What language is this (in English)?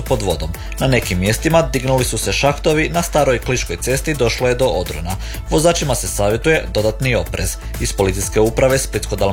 Croatian